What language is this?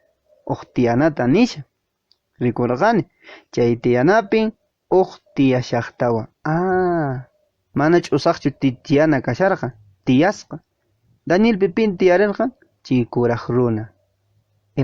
Quechua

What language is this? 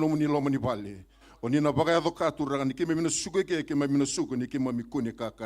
Fijian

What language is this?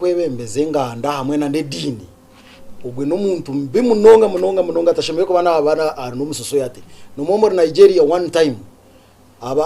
Nyankole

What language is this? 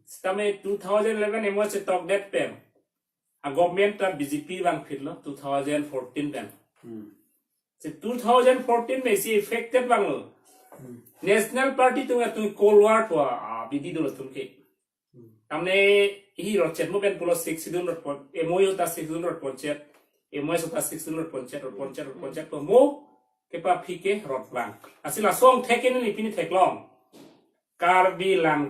Karbi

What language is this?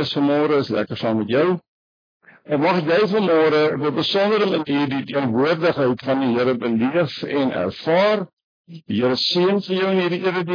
Afrikaans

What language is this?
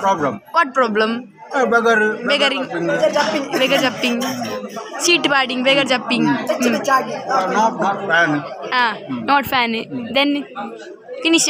Tulu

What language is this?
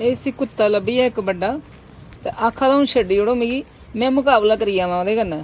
Dogri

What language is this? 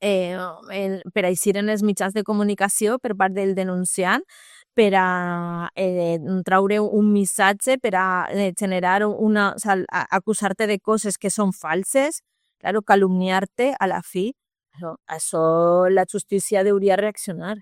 Catalan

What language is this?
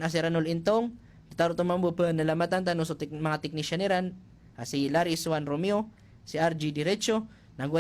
Maranao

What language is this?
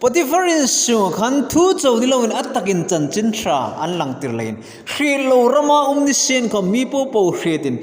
Hmar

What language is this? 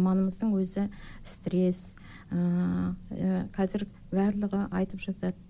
Kazakh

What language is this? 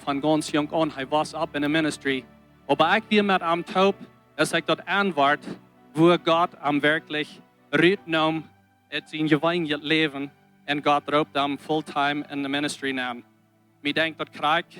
Plautdietsch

